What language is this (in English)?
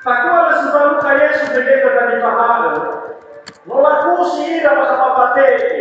Nias